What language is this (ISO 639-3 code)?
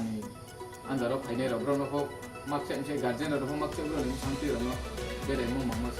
ria